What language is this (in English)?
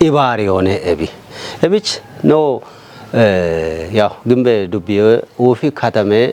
Kafa